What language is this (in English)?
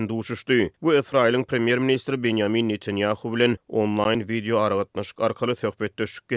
Turkmen